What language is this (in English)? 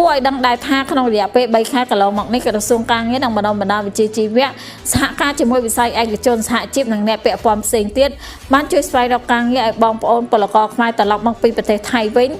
Khmer